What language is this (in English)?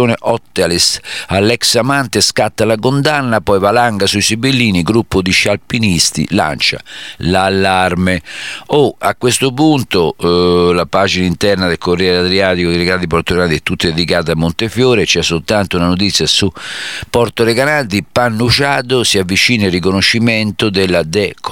Italian